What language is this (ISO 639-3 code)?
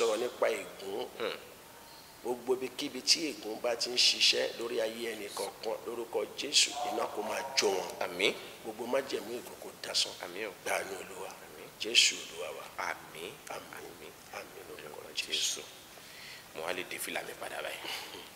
yor